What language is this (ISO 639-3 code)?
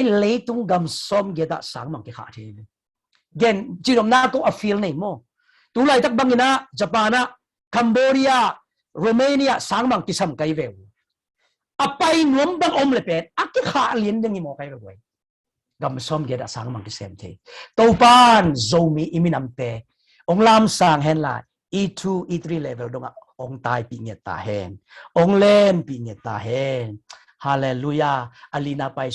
ctd